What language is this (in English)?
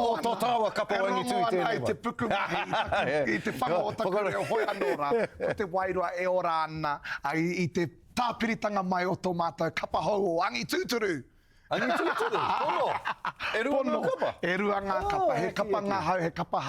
Māori